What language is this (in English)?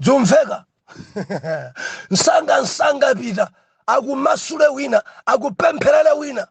Nyanja